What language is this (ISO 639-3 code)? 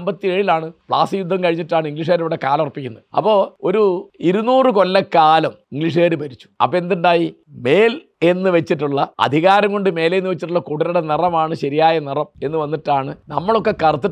mal